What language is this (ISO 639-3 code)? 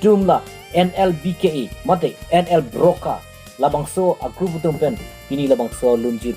mjw